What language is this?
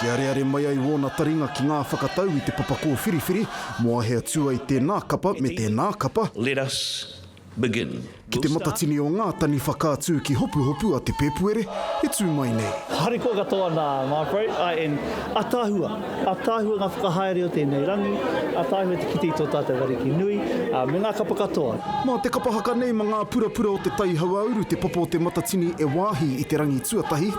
Māori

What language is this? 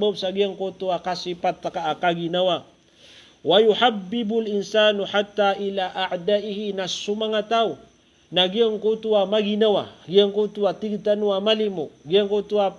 Maranao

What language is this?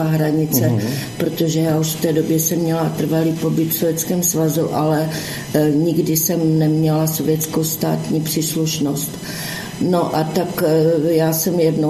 Czech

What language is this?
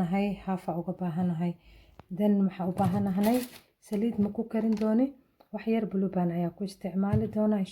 Somali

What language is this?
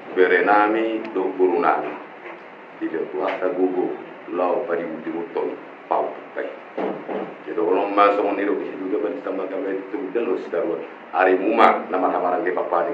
Batak Toba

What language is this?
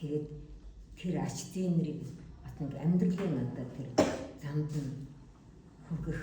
Mongolian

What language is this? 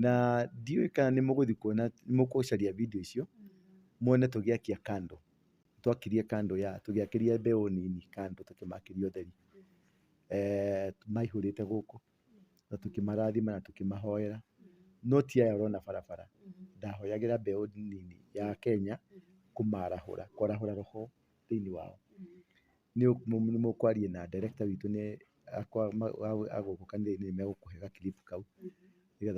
Kikuyu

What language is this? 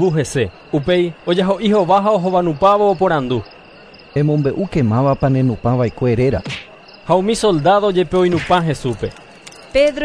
Guarani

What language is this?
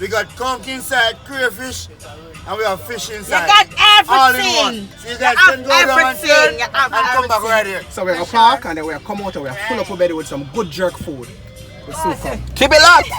Jamaican Creole English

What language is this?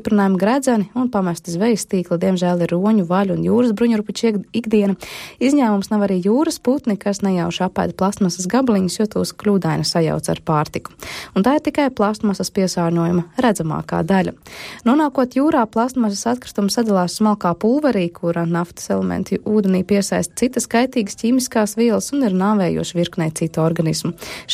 Latvian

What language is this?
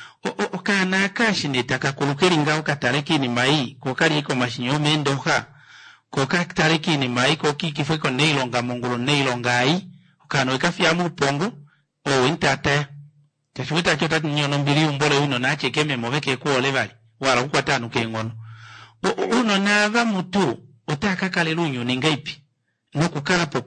Kuanyama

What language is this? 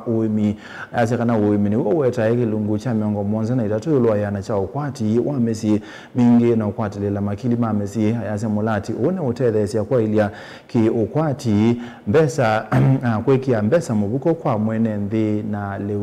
Kamba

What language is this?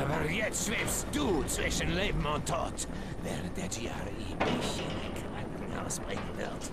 Swiss German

